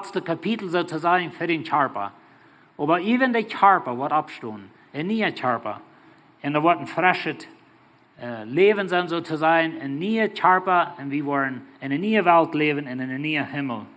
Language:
Plautdietsch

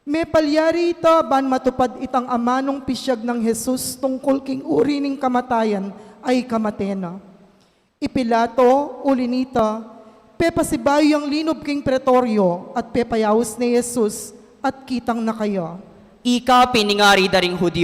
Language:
Pampanga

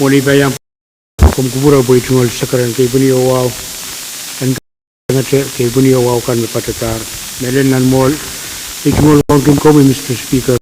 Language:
Pohnpeian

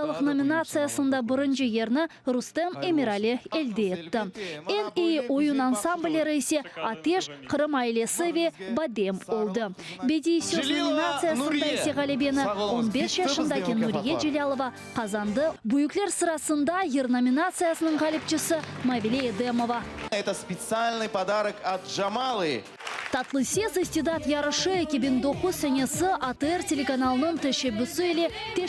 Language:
Crimean Tatar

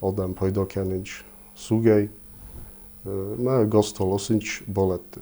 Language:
Ossetic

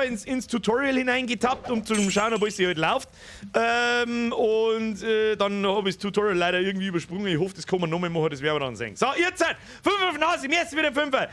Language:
Bavarian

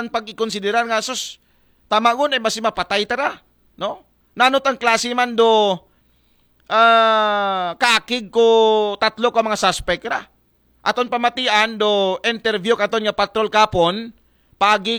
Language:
Aklanon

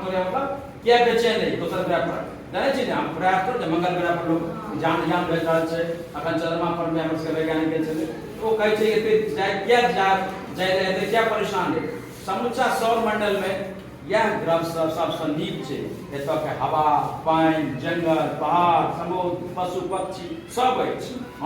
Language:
Maithili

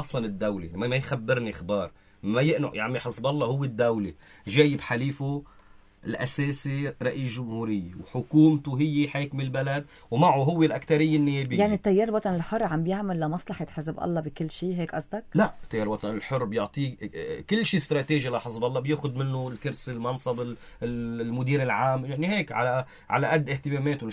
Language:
North Levantine Arabic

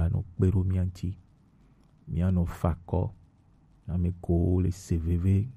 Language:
Gen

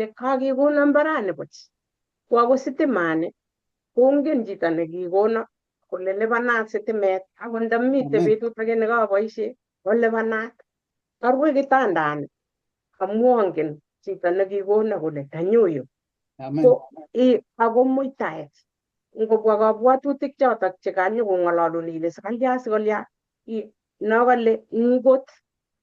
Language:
Kalenjin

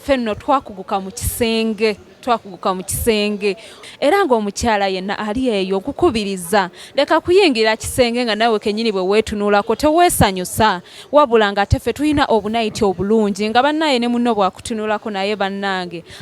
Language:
Ganda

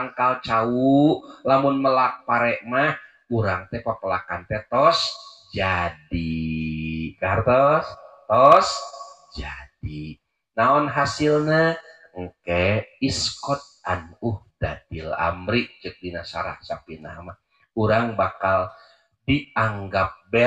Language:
Sundanese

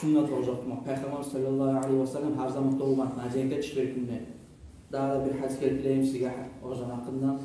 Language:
Kumyk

